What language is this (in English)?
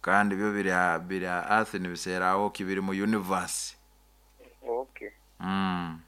Nyoro